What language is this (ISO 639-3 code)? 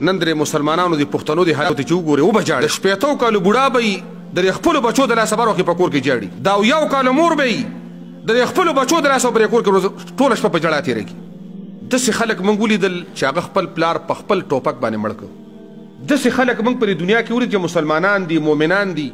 pus